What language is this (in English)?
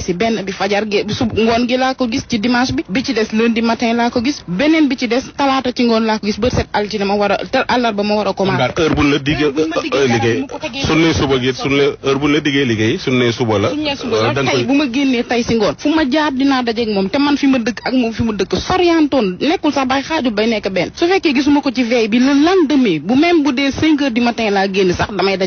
Wolof